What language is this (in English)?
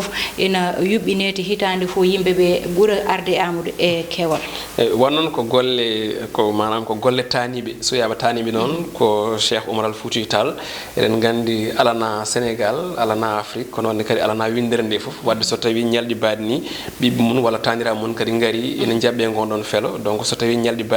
Fula